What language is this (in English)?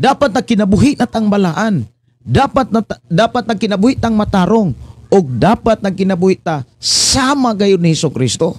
Cebuano